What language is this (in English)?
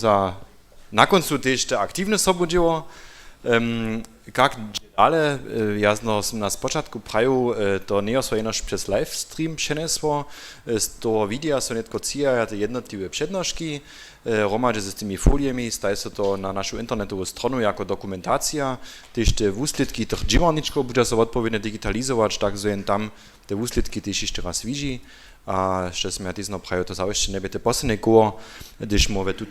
Upper Sorbian